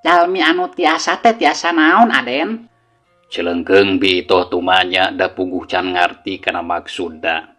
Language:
Sundanese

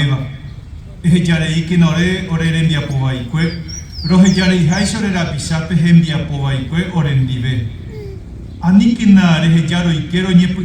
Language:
Guarani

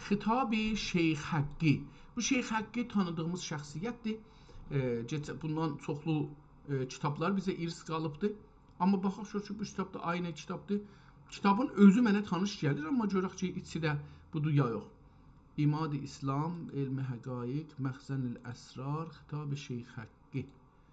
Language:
South Azerbaijani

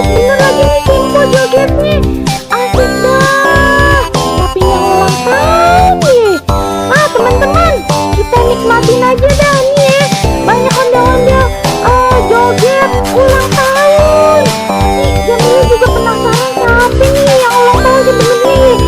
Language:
Betawi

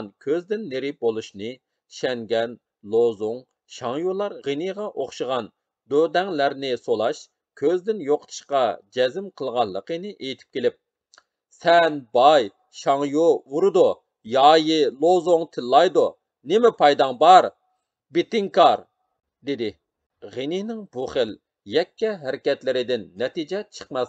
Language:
Uyghur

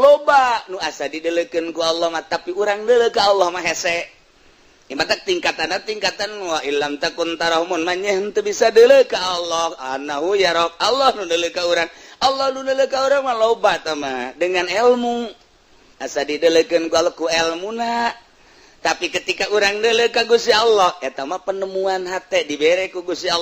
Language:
Sundanese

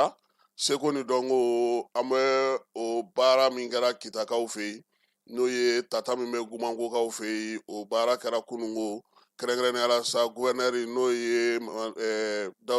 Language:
Bambara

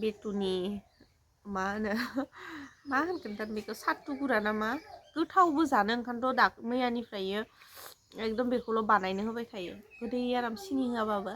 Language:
Bodo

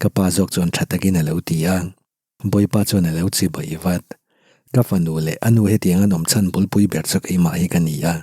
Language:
Mizo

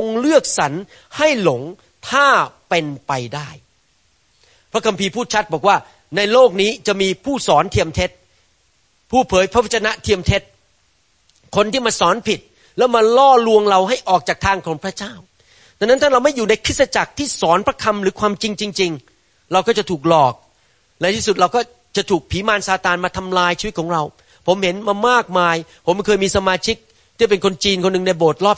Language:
Thai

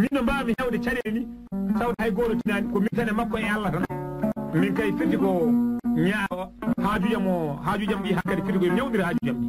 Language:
Fula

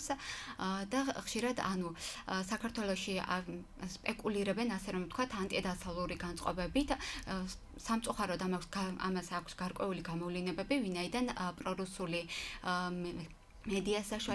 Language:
Georgian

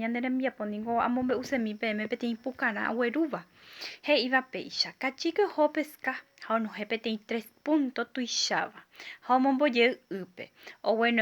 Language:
Guarani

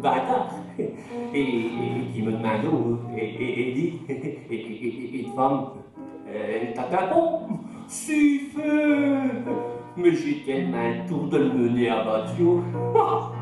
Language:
Picard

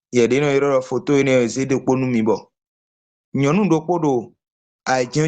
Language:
Fon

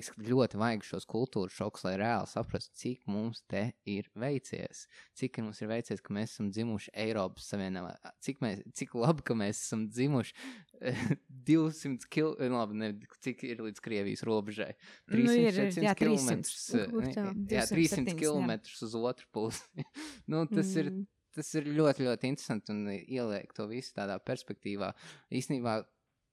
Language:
Latvian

